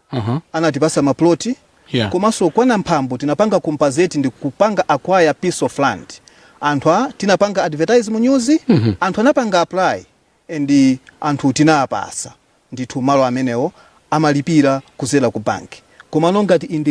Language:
Nyanja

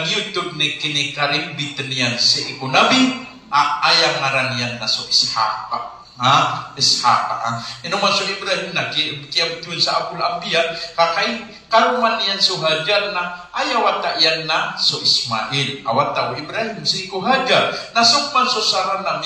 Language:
Maranao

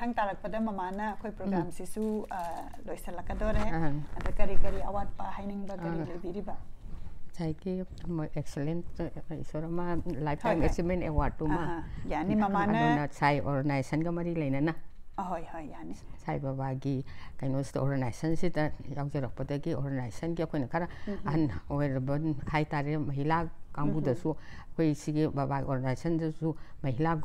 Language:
Manipuri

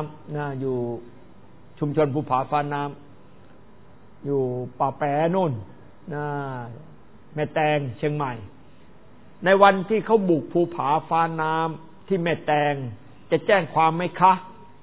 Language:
Thai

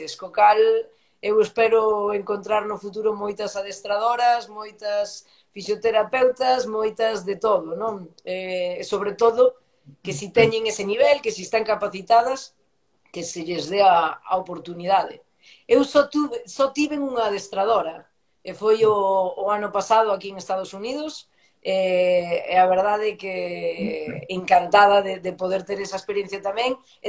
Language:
Galician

